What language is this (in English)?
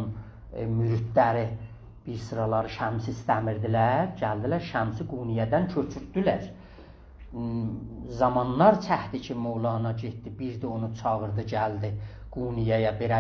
South Azerbaijani